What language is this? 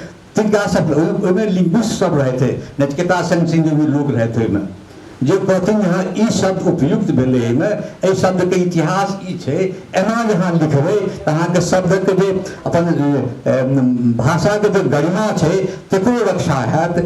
Maithili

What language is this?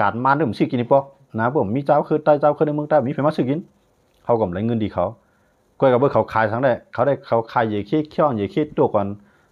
Shan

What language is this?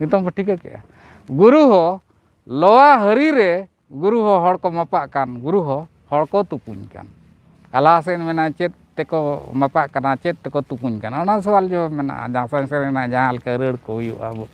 Santali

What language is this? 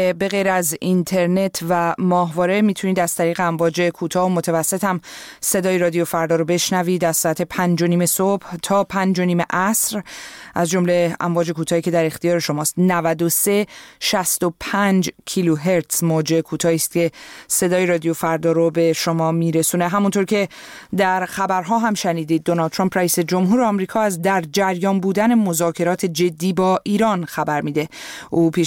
Persian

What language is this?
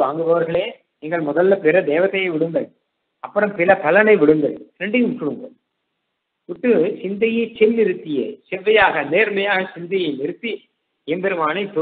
Tamil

